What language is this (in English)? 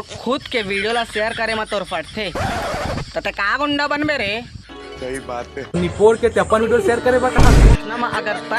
Chhattisgarhi